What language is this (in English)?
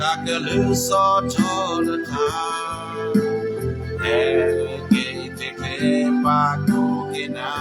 S'gaw Karen